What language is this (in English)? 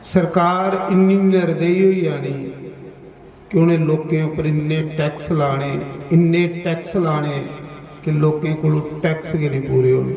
Dogri